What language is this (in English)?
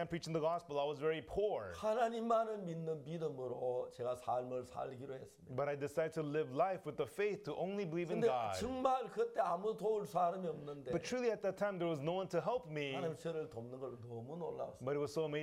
Korean